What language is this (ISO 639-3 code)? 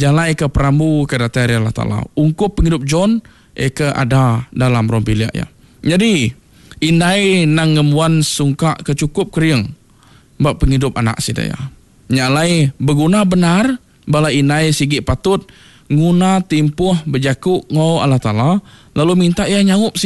iba